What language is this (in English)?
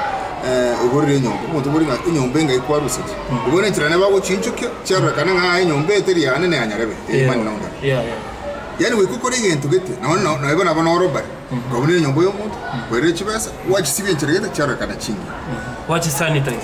Gusii